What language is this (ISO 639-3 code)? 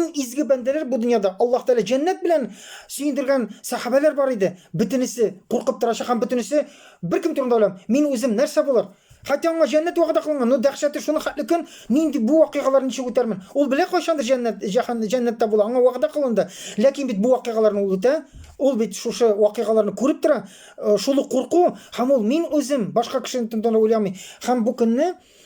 tat